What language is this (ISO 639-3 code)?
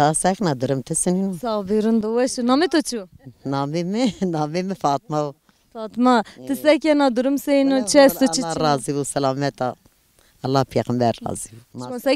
zza